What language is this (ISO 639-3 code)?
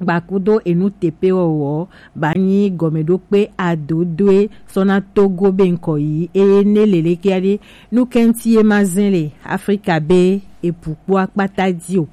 gej